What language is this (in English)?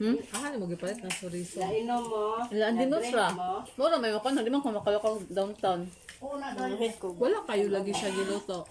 Cebuano